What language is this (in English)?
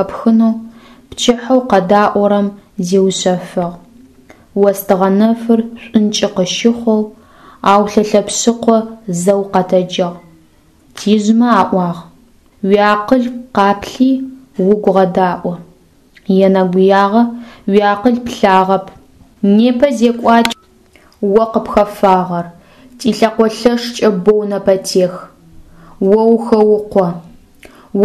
Adyghe